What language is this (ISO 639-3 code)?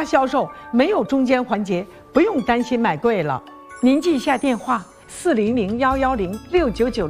zho